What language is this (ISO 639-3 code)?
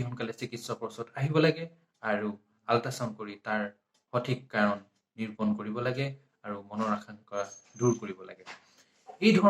asm